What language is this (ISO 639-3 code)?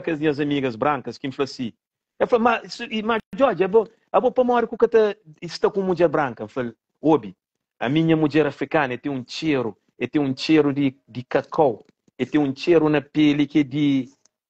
kea